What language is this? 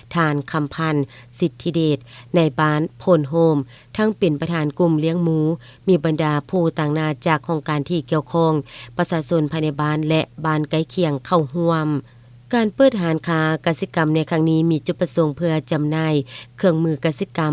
Lao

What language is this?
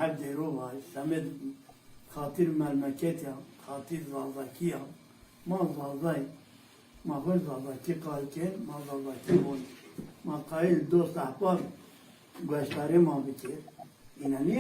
Zaza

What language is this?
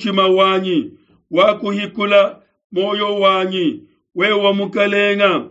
Luba-Lulua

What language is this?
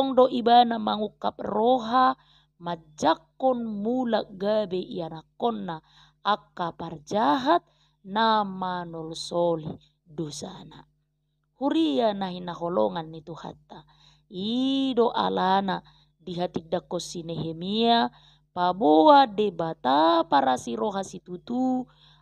Batak Toba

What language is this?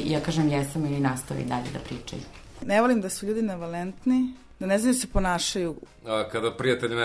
Serbian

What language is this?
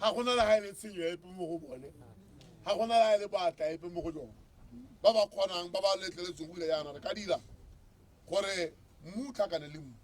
Tswana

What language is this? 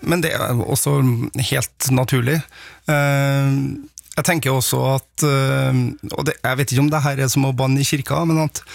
Norwegian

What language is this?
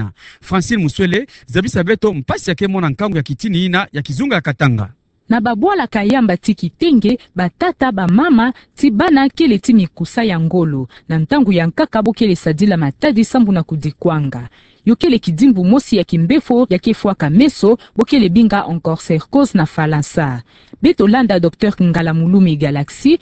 Kituba (Democratic Republic of Congo)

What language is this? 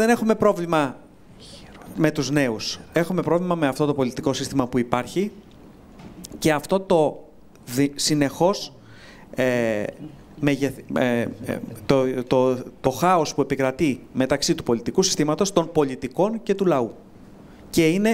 Greek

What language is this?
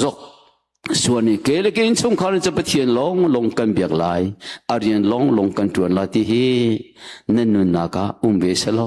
Hakha Chin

